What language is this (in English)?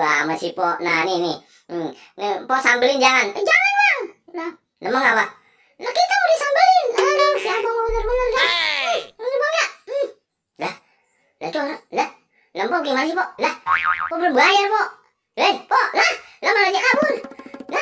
Betawi